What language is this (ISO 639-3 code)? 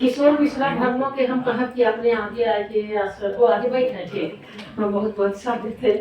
sck